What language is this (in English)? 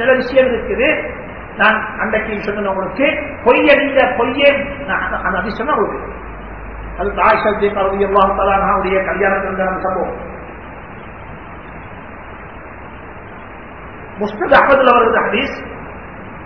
Tamil